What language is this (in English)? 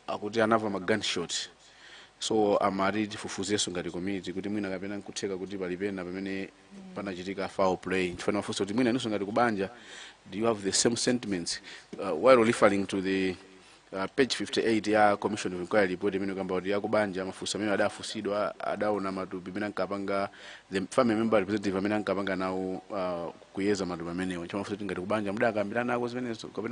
Nyanja